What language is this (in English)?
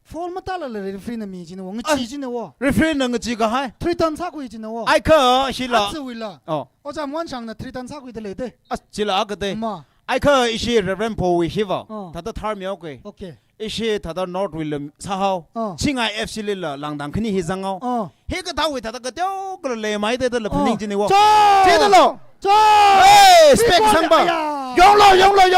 Tangkhul Naga (India)